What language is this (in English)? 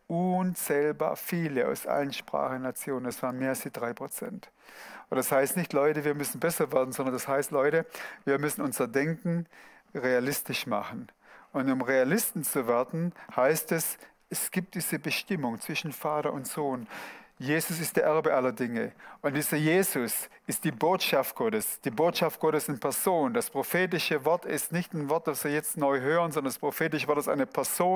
Swiss German